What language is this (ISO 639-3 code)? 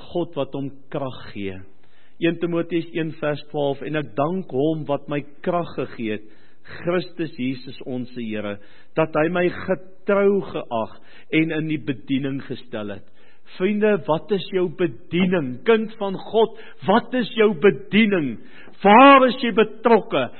afr